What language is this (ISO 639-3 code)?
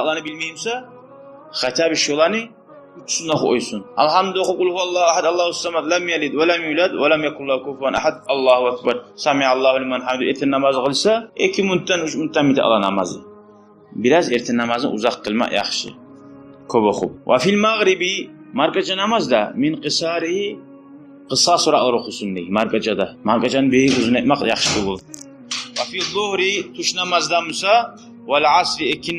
kum